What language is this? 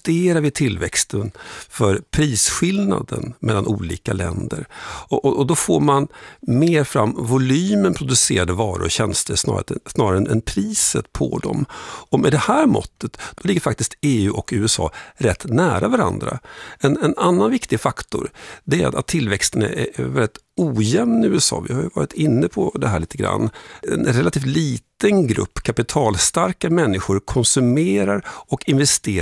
Swedish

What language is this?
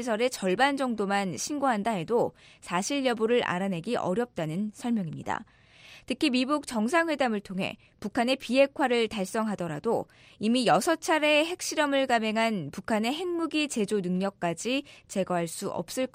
Korean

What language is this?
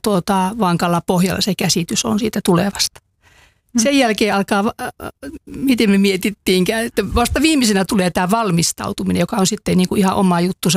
Finnish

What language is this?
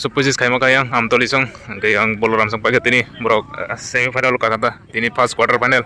Kok Borok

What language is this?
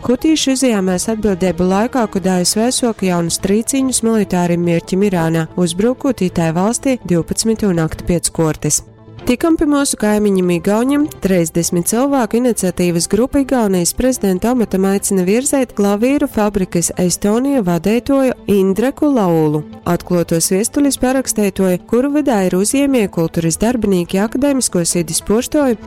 Latgalian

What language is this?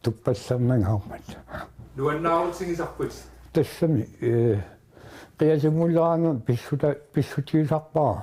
Kalaallisut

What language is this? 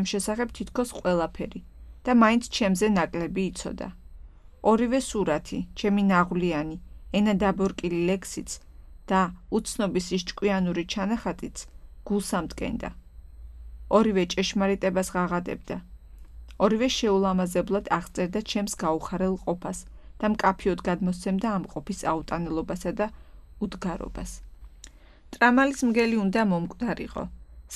Georgian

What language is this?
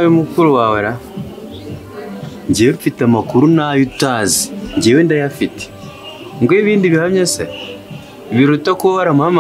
Kinyarwanda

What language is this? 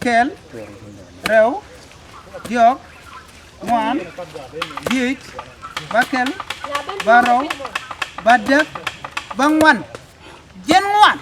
Nuer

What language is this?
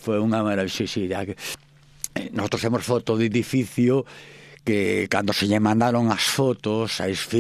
Galician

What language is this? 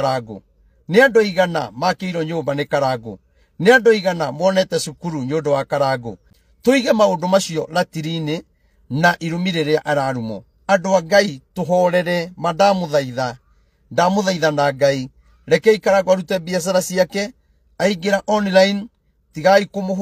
Kikuyu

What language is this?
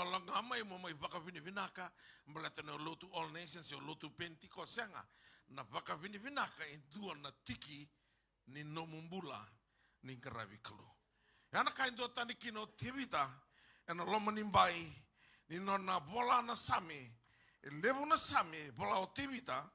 Fijian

